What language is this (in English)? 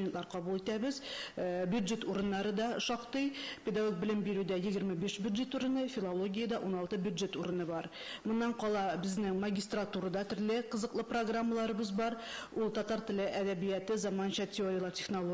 Tatar